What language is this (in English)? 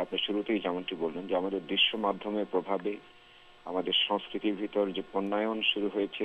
Bangla